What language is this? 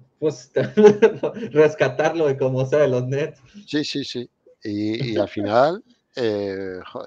Spanish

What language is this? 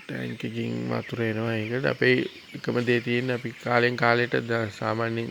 Sinhala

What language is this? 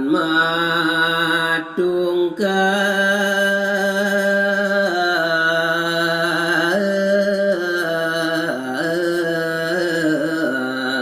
Balinese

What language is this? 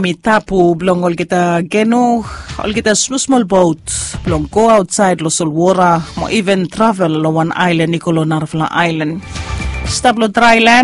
Bislama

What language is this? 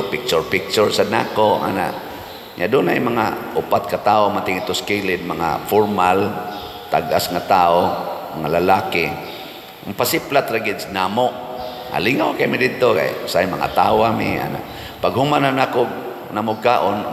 Cebuano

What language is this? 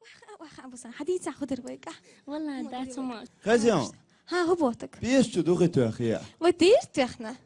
Chechen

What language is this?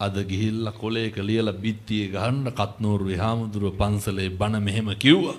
Sinhala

